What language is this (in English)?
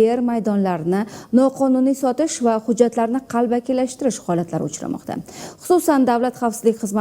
Uzbek